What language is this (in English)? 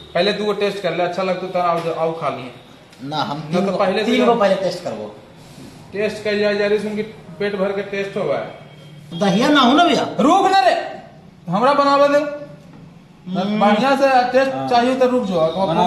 Magahi